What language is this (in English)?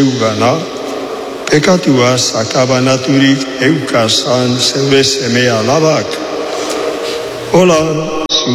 Basque